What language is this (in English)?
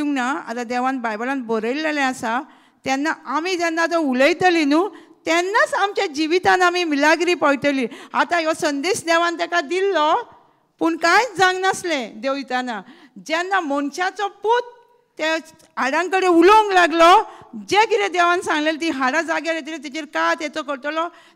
Konkani